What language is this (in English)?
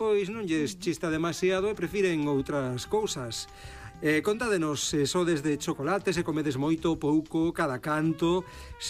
Galician